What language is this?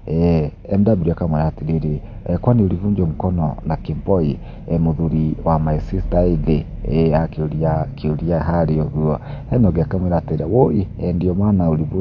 Kikuyu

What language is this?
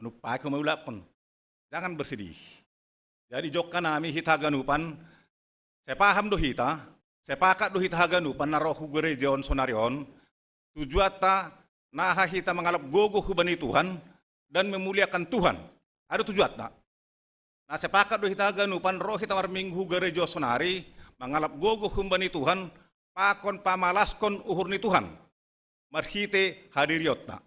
Batak Simalungun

